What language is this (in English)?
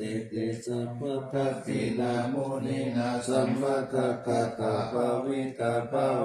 Pali